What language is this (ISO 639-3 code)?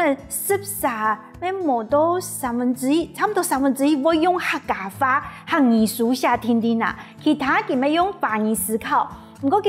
hak